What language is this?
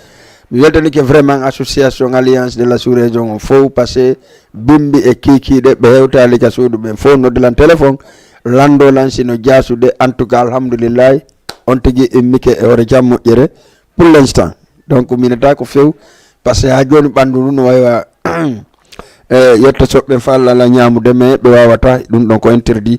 Fula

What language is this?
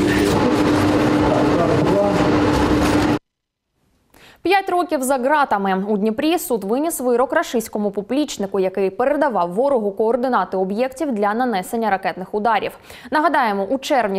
Ukrainian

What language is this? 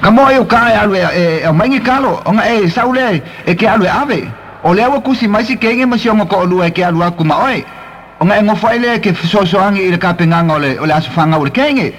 Samoan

